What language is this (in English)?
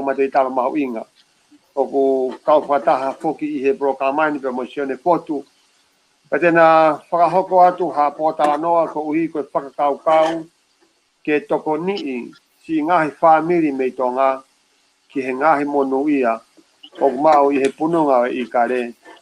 Tongan